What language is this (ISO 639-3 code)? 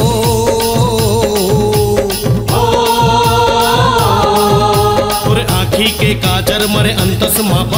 hne